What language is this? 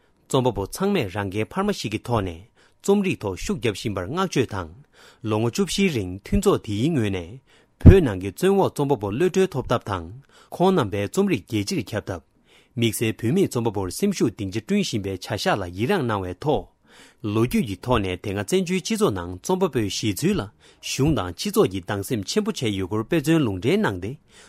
Tibetan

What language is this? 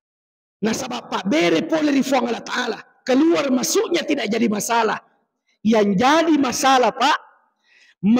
Buginese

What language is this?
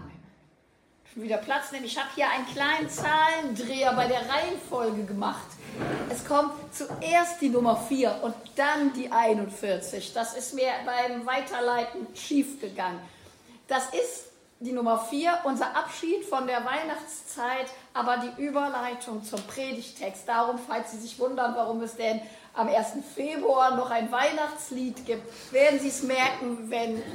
German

